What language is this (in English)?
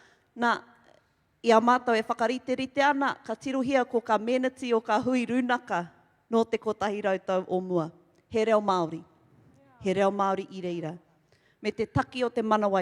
Māori